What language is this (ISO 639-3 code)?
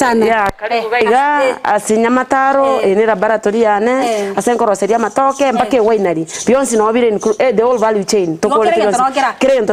guz